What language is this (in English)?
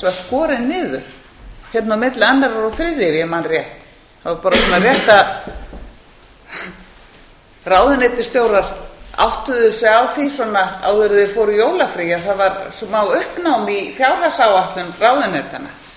Icelandic